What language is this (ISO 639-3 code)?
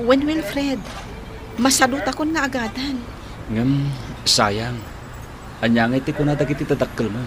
ilo